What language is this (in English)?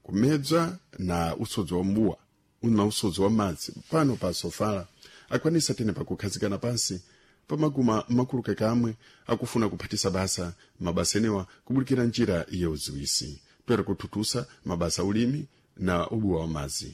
Sena